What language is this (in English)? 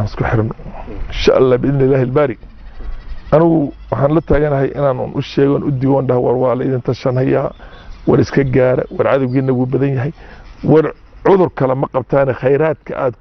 Somali